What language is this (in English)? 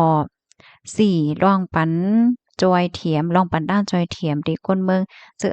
Shan